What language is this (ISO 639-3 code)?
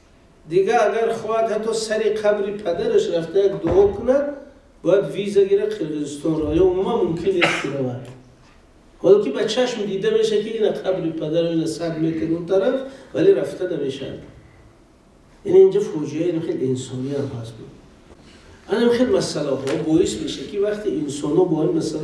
fas